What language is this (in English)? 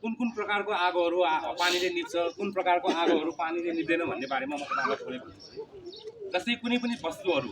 Nepali